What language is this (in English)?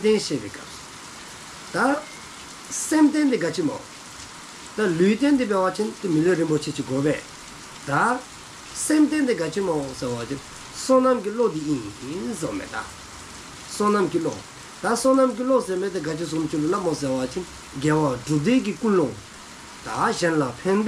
Dzongkha